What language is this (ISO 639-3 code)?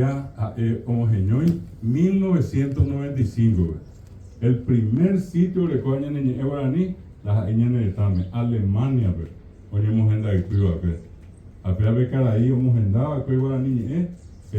grn